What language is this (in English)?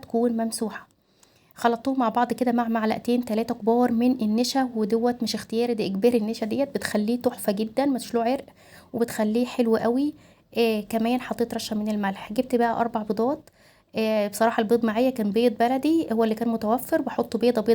Egyptian Arabic